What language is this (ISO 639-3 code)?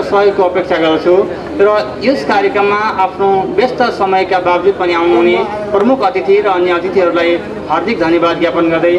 nep